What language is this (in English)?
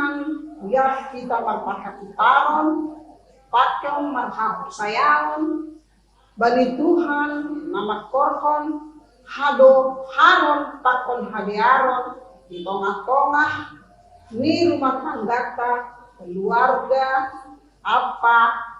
Batak Simalungun